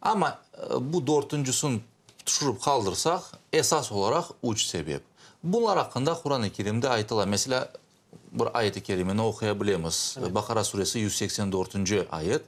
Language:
Crimean Tatar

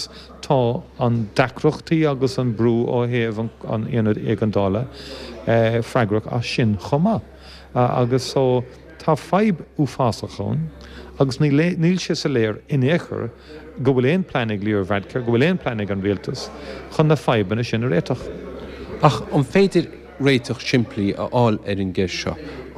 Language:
Irish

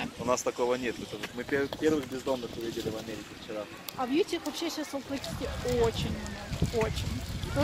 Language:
Russian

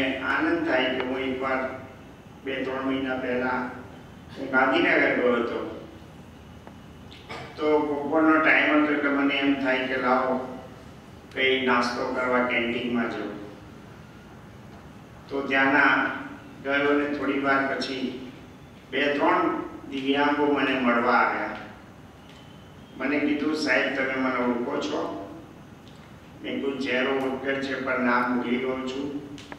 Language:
Gujarati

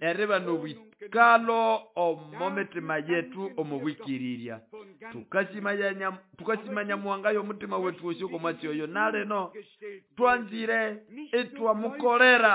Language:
Nande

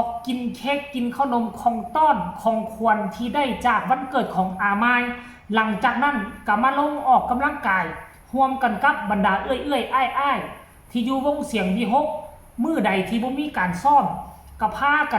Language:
Northeastern Thai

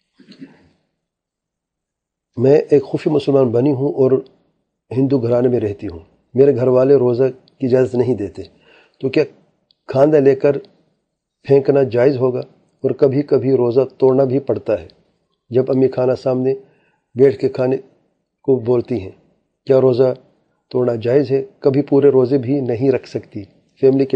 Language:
Urdu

